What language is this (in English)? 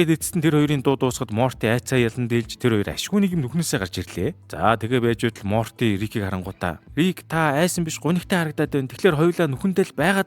Mongolian